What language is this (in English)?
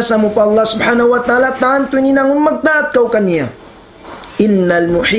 Tausug